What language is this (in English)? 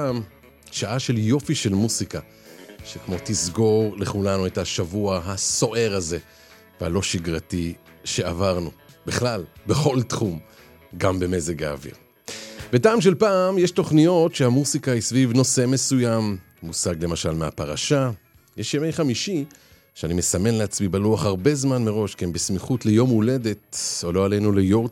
Hebrew